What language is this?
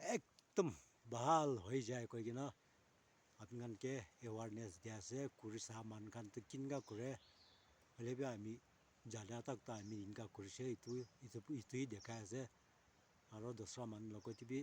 Naga Pidgin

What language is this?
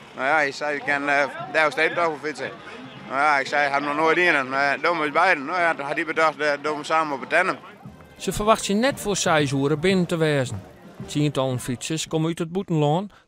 Western Frisian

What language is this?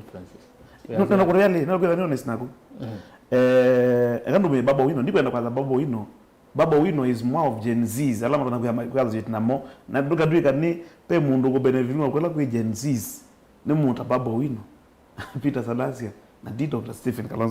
Kamba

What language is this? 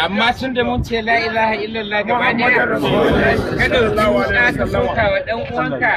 Hausa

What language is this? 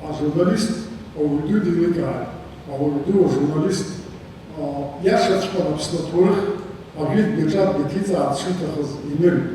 Abkhazian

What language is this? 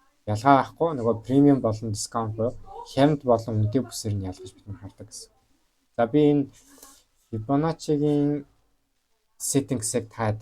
Mongolian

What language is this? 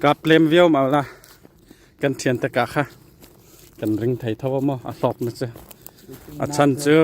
Mizo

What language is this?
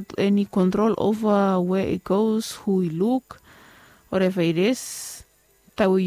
Bislama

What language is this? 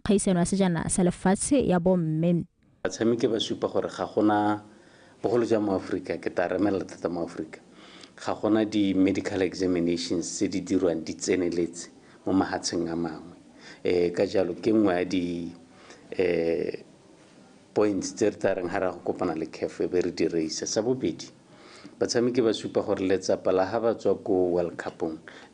Tswana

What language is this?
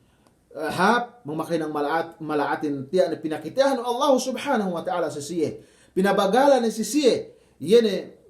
Yakan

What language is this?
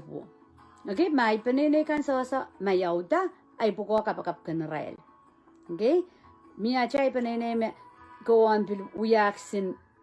Pohnpeian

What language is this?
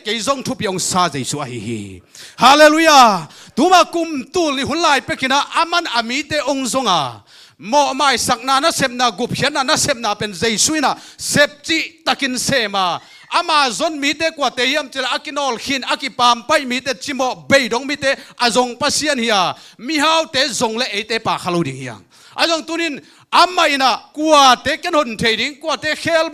Tedim Chin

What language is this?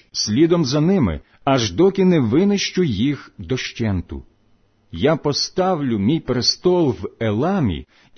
Ukrainian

